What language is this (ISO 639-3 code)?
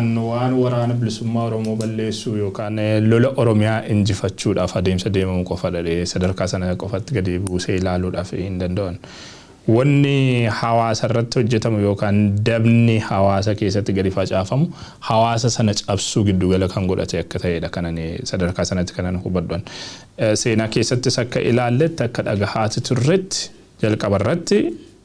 orm